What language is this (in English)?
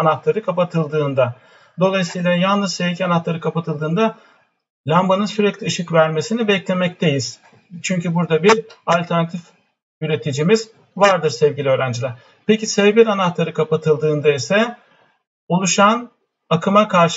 Turkish